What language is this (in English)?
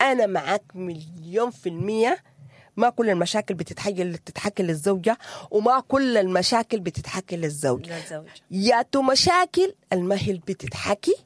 Sudanese Arabic